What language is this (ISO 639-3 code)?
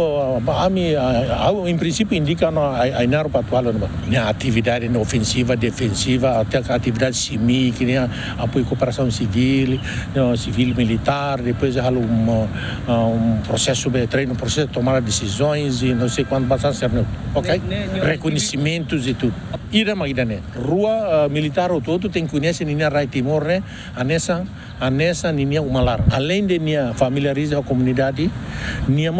tet